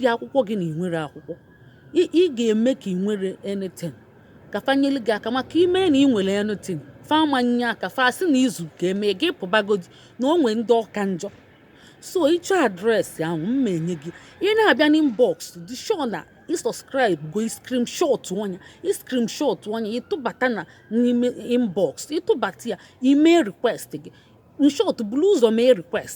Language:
Igbo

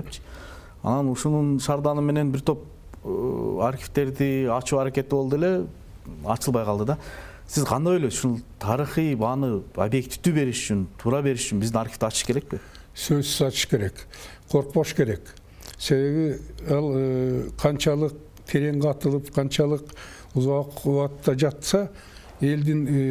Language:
Kyrgyz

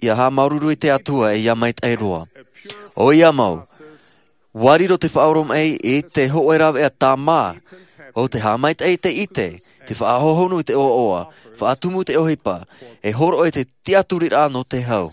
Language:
Tahitian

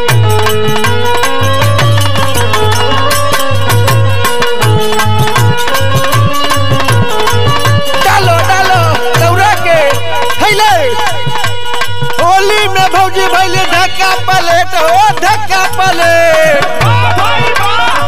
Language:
Bhojpuri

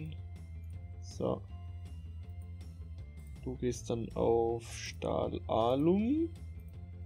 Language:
German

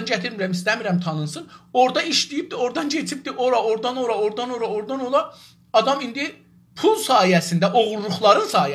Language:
South Azerbaijani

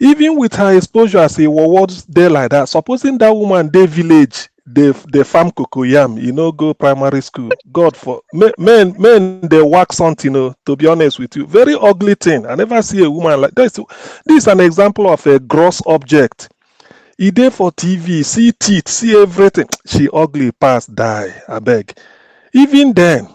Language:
Nigerian Pidgin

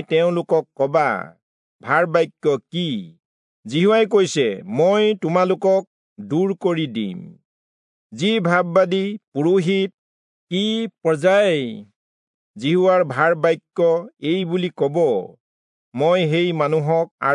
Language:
Assamese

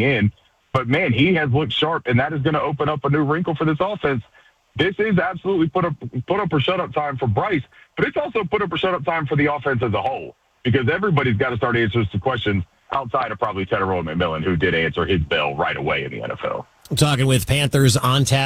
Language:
English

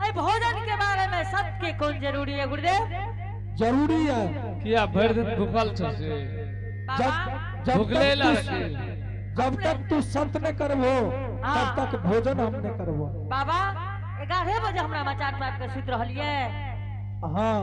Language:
Angika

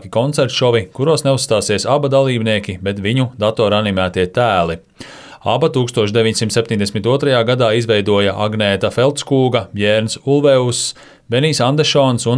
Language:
Latvian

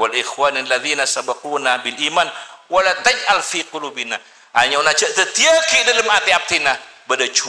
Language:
Madurese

